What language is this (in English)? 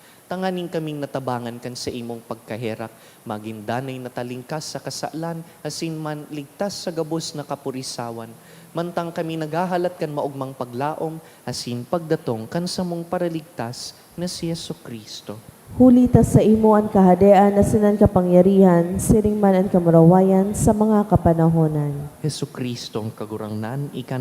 Bikol